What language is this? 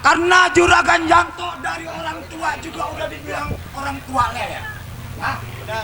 Betawi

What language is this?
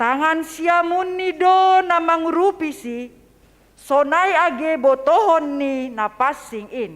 Batak Simalungun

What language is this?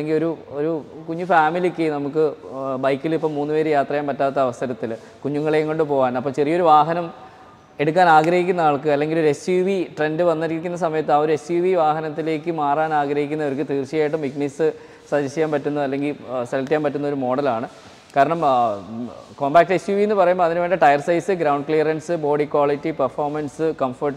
Malayalam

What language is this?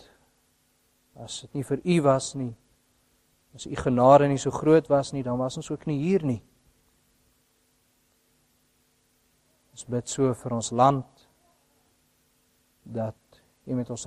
Afrikaans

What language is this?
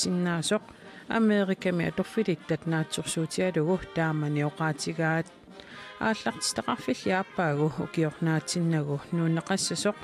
Kalaallisut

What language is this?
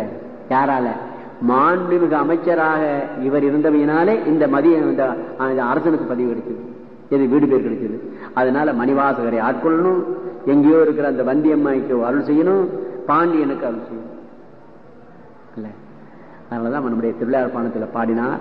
Tamil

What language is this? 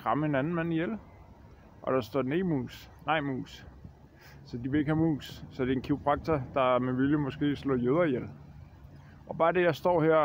Danish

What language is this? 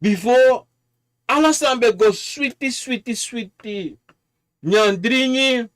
Sranan Tongo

